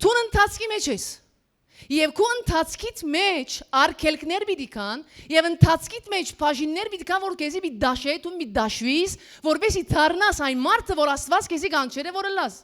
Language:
Western Armenian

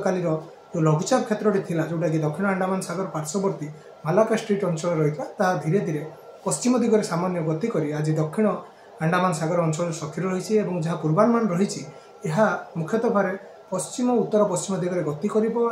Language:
Odia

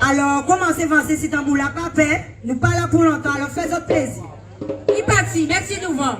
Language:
Guadeloupean Creole French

